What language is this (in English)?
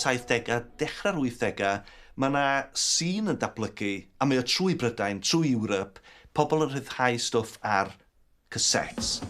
Welsh